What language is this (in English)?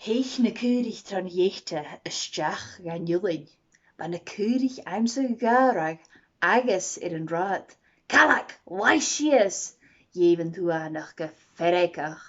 Scottish Gaelic